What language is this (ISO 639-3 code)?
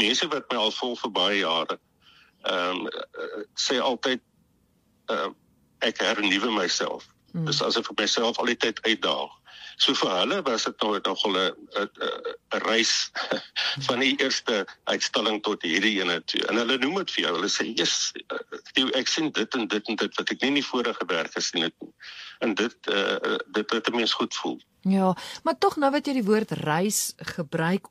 afr